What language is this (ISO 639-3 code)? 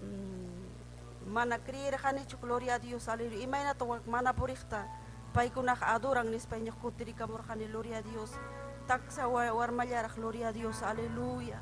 quy